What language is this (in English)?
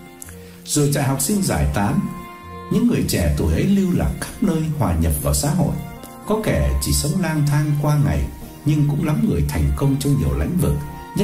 Vietnamese